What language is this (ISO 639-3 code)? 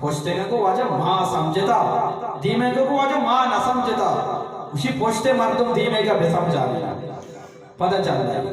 bgp